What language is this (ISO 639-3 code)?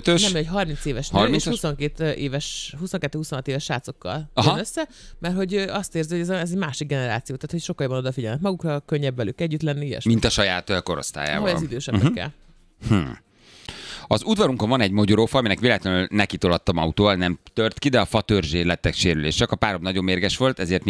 hun